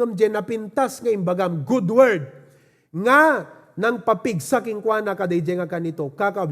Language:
Iloko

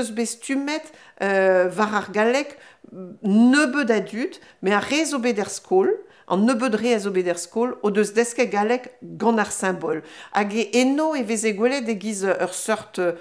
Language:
Breton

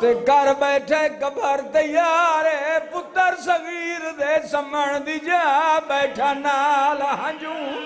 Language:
Saraiki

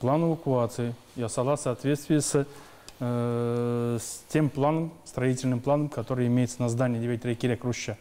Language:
Tatar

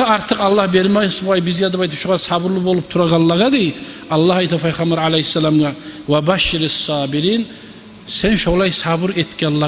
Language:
Kumyk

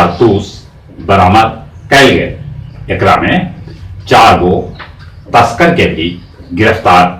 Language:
Magahi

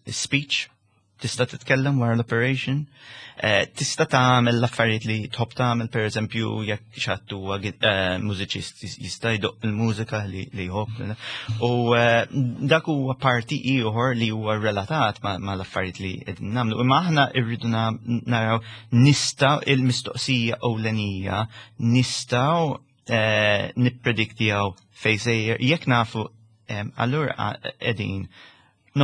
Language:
Maltese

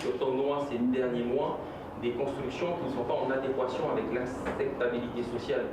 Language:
Tahitian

